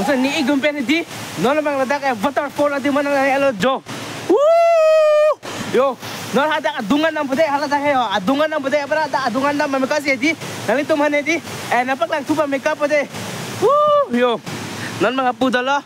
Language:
Karbi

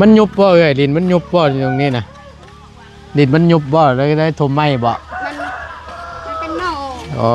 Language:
Northeastern Thai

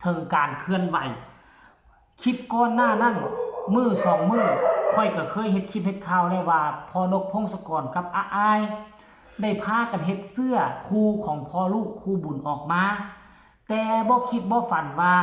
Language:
Lao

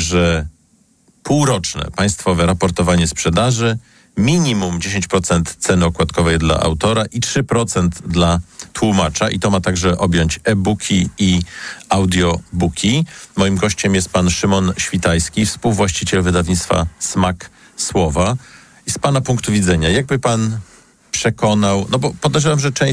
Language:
Polish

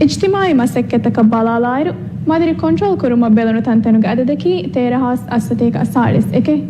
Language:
Divehi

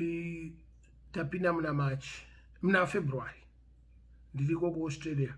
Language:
Shona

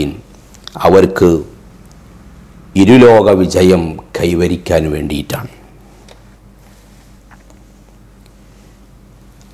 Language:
Malayalam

